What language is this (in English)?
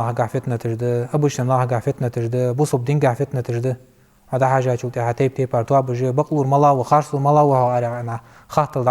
Ingush